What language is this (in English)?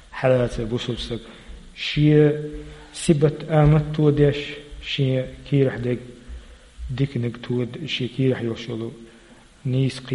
Chechen